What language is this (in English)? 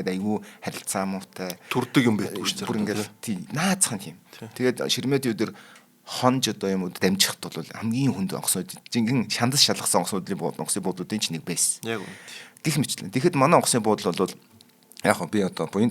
Mongolian